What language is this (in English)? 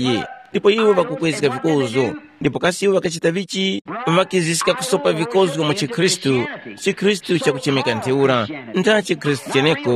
Tumbuka